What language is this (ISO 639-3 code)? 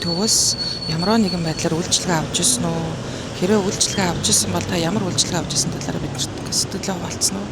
mon